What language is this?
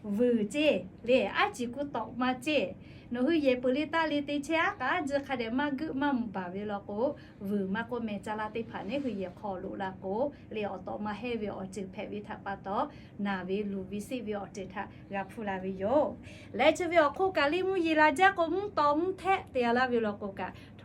Lahu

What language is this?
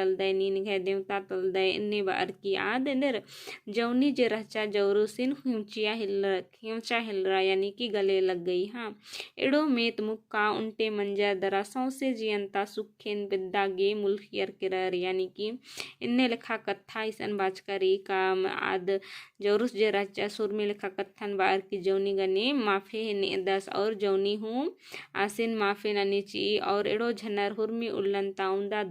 Kurukh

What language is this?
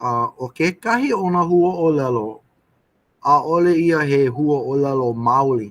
Hawaiian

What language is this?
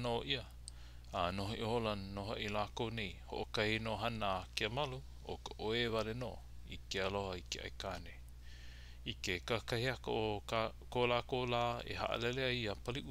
Hawaiian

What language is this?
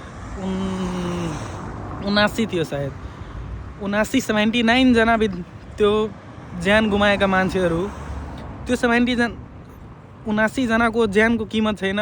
Nepali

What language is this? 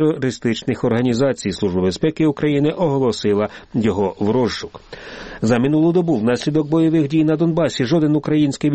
Ukrainian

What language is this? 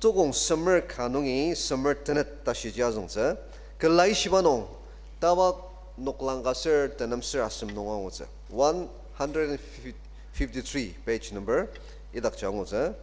Ao Naga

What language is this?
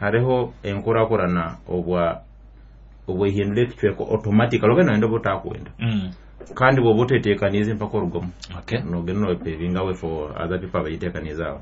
Nyoro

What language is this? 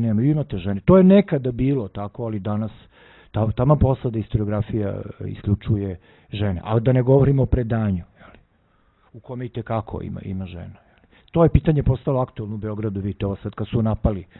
Serbian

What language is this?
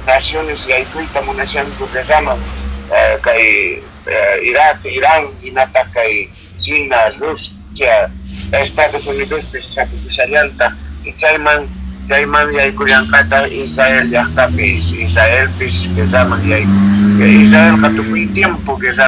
Quechua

